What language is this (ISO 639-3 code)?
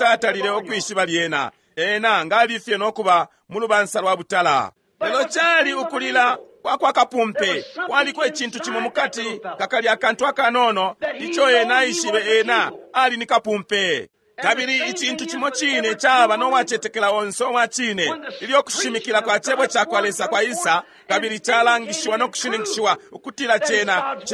bem